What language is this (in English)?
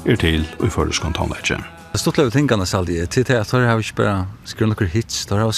Faroese